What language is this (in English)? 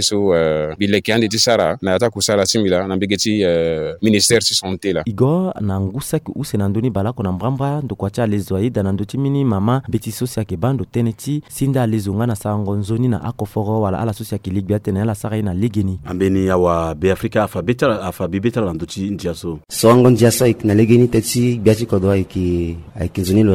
Sango